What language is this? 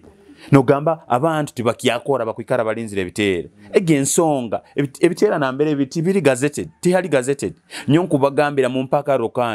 Nyoro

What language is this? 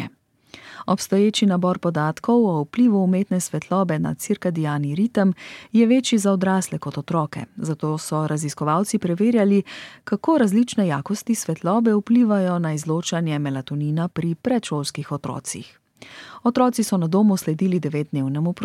Slovenian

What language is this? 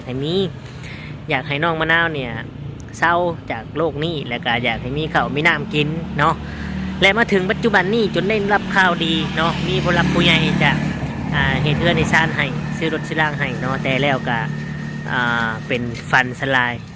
Lao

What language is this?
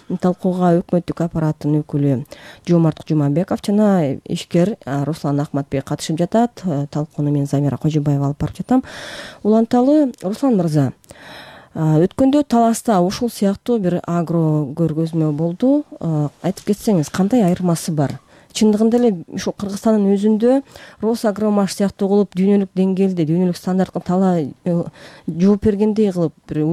Kyrgyz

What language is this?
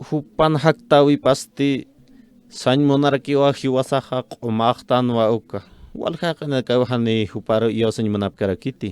Aymara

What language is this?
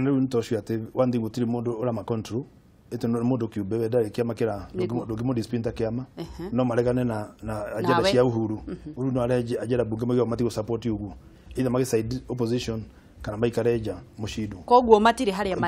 Kikuyu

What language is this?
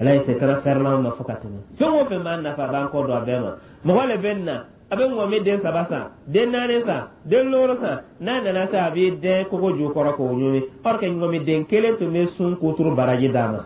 Dyula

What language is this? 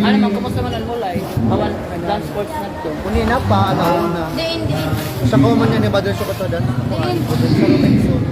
Waray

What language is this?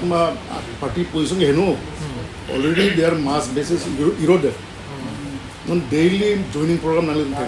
Karbi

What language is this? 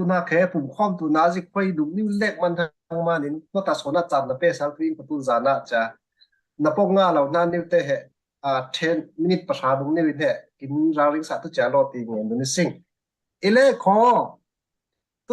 Falam Chin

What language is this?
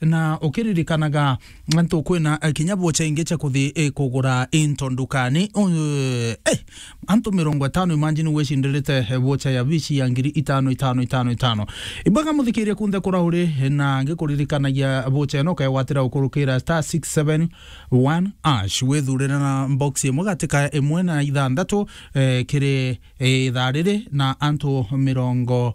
Meru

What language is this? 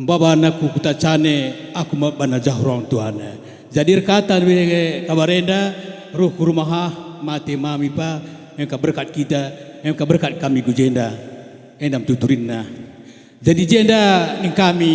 Batak Karo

